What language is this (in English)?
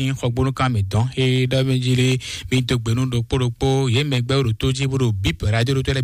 Fon